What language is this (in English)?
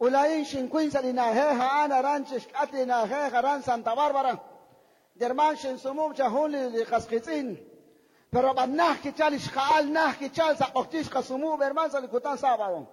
Kekchí